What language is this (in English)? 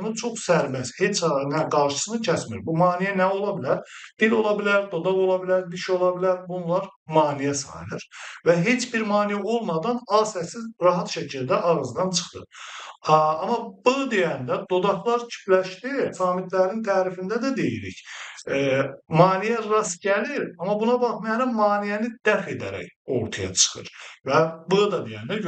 Azerbaijani